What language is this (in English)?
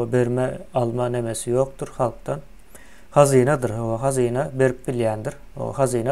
Turkmen